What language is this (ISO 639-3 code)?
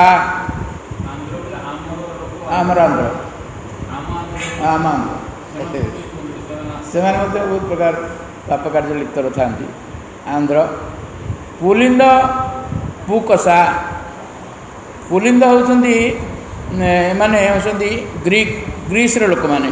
ori